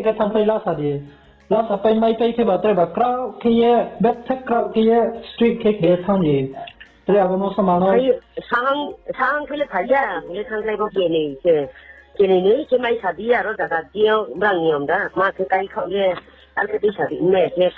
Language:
Riang (India)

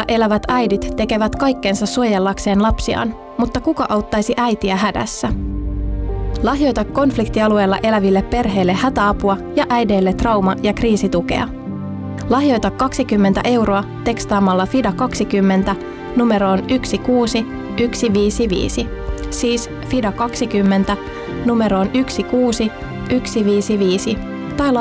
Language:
Finnish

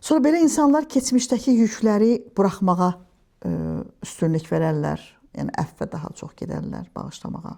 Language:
Azerbaijani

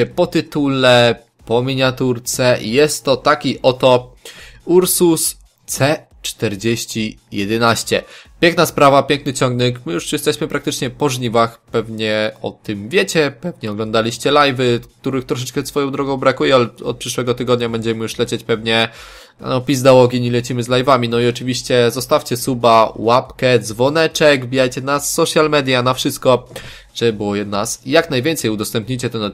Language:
Polish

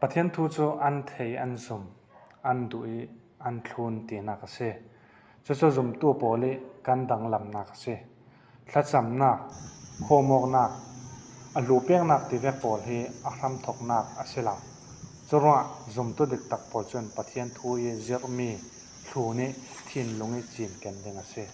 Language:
Falam Chin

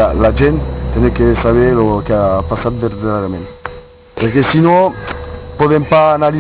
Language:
Occitan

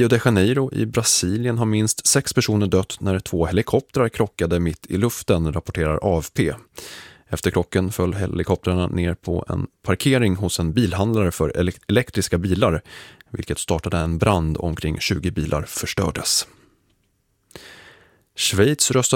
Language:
Swedish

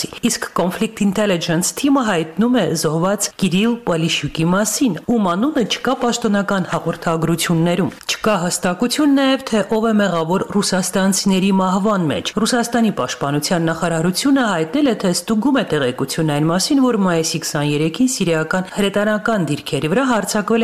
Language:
Armenian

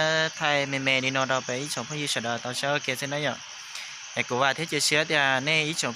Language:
Hmong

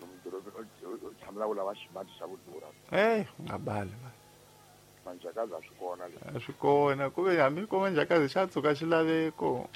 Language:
Tsonga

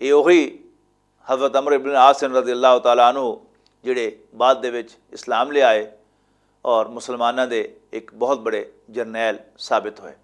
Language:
Western Panjabi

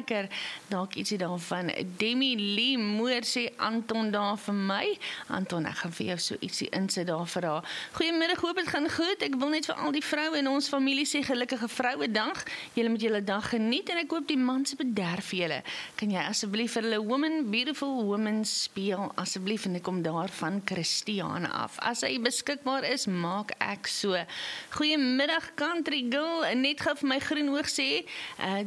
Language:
Afrikaans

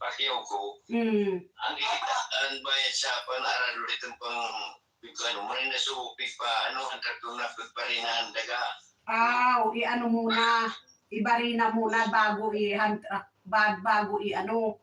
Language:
Bikol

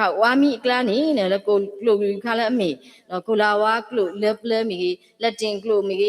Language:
S'gaw Karen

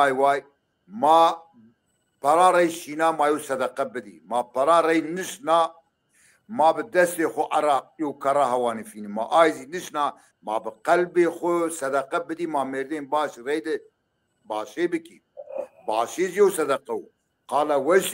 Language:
Zaza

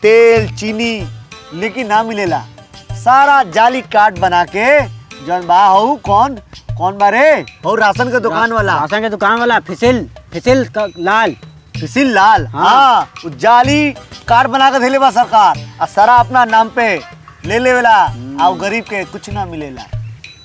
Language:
Bhojpuri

